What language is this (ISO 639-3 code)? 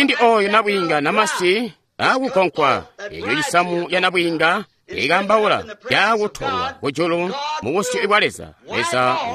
toi